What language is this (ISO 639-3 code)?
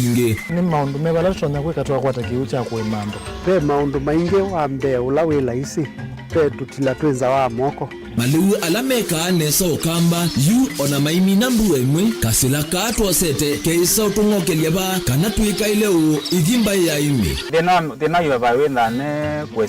kam